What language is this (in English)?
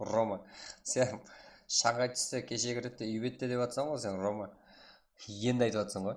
Kara-Kalpak